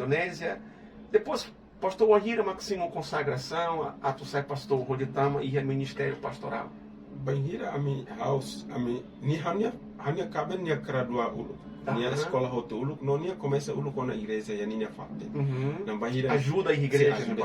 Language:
Tetum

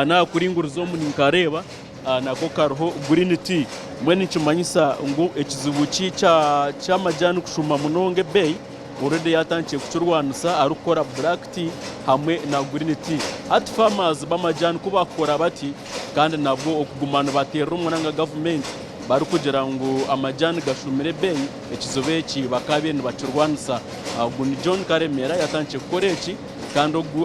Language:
Nyankole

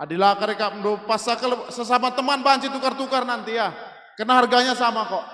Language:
Batak Karo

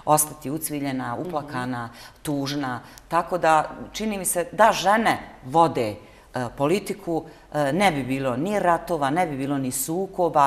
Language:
Bosnian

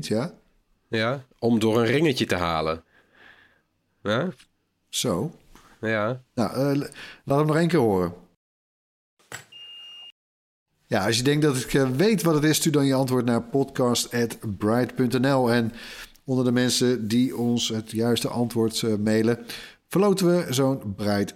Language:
Dutch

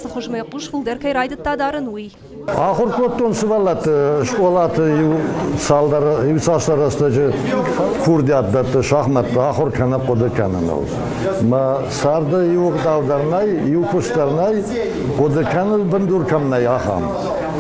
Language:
Ossetic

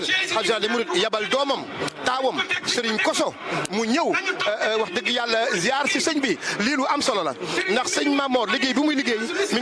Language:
Wolof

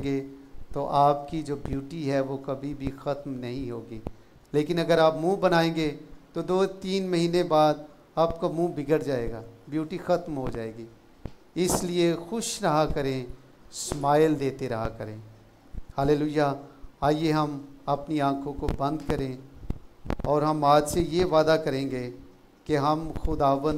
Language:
Hindi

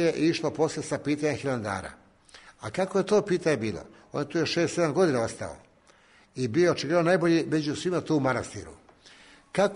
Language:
Serbian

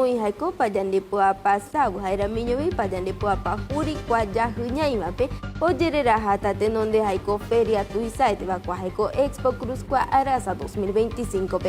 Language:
Aymara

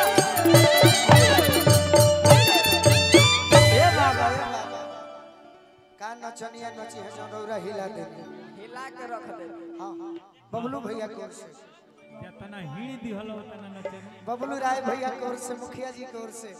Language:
Bhojpuri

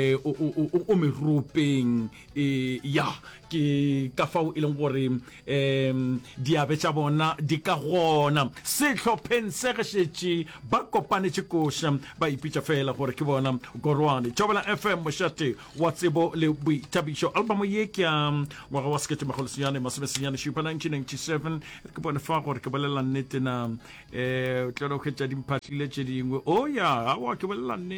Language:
Northern Sotho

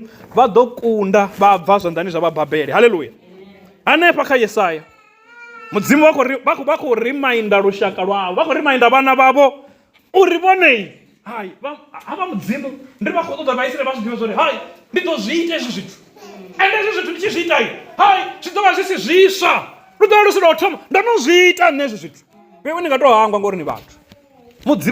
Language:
Venda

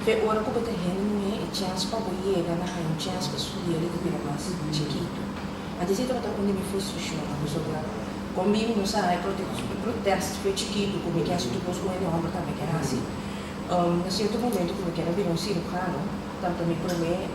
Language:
Papiamento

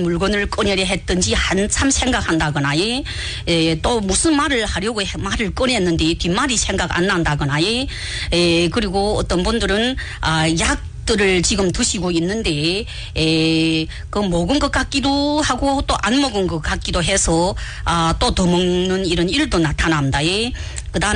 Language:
Korean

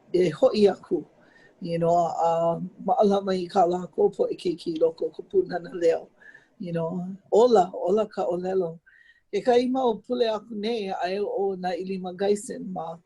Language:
Hawaiian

